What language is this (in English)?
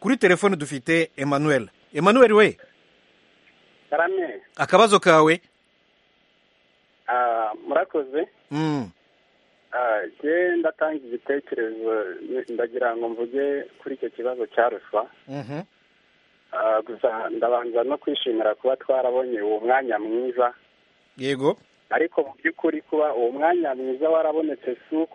Kinyarwanda